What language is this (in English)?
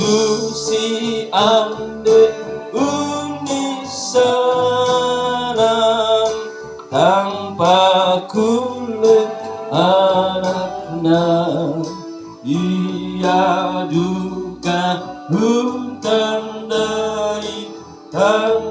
Toraja-Sa'dan